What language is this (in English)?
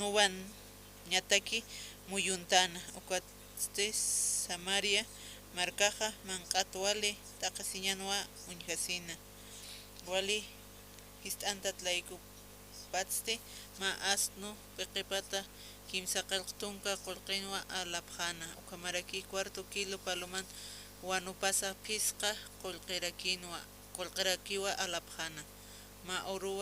Aymara